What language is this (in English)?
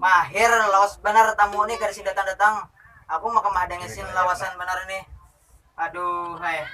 Banjar